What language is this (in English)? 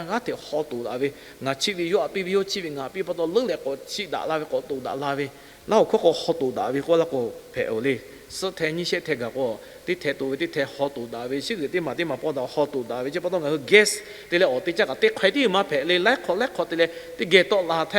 Lahu